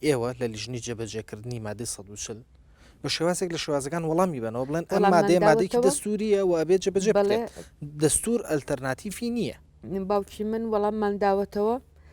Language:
Central Kurdish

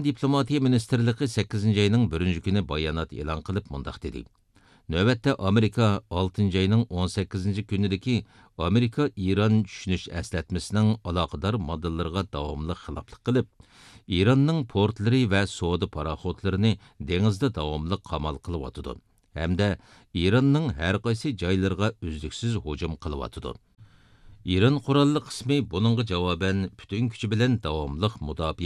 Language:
Uyghur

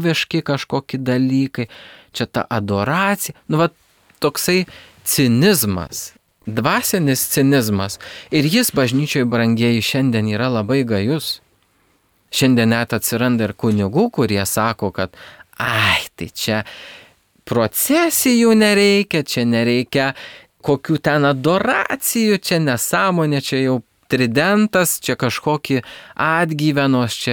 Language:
Lithuanian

